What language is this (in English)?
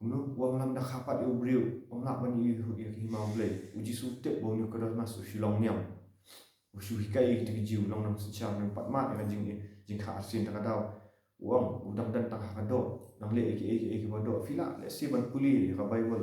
Khasi